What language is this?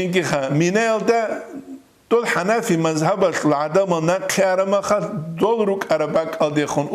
Avaric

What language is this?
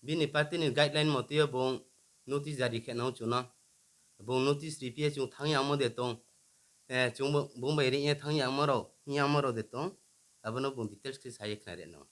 Riang (India)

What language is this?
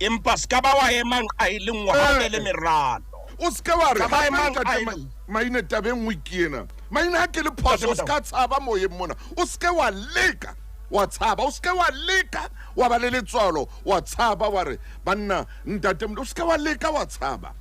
Southern Sotho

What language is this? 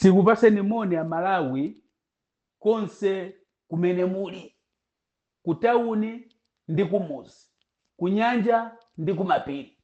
Nyanja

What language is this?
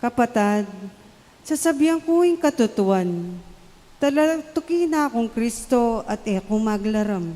Pampanga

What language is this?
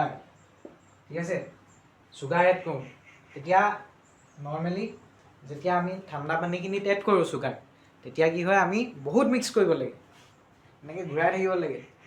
Assamese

